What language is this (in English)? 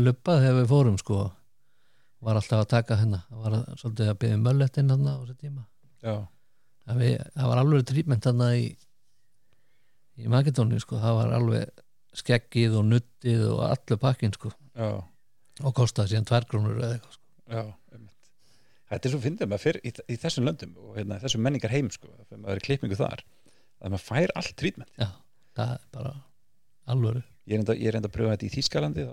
Icelandic